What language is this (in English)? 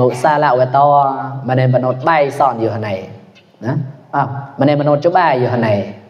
Mon